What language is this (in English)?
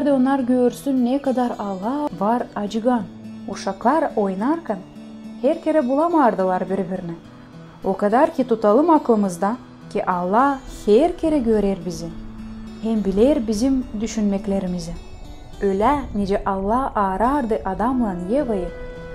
Gagauz